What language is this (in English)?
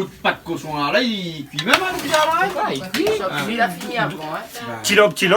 Réunion Creole French